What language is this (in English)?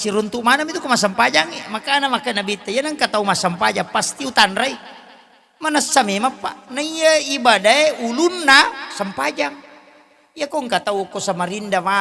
Buginese